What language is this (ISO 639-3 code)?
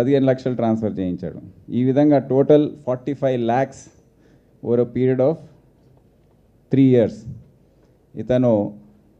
tel